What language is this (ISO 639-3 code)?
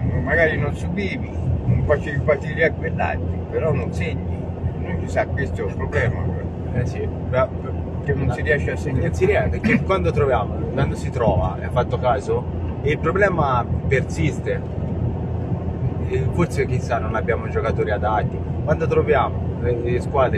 ita